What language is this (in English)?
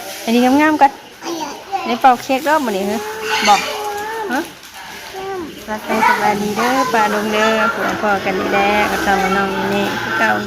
Northeastern Thai